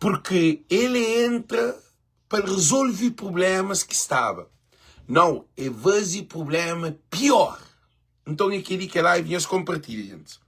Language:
Kabuverdianu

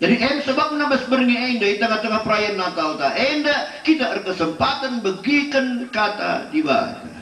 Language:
Batak Karo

